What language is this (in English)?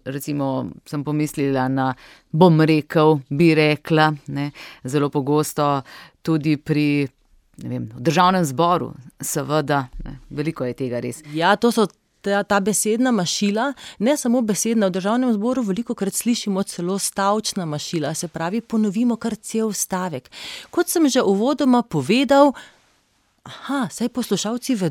Slovenian